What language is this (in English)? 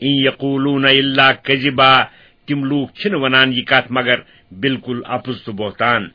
Kashmiri